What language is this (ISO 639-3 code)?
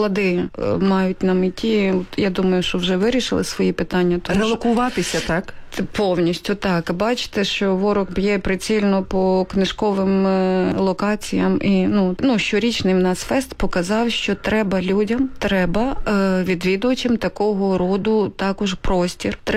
ukr